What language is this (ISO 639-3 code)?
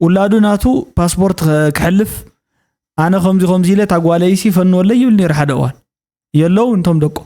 tir